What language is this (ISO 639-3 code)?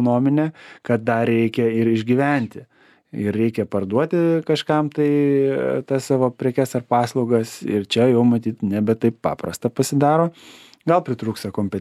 lit